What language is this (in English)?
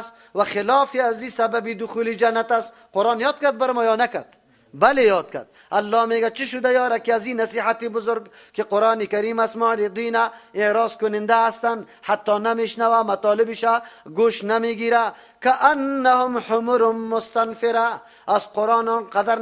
Persian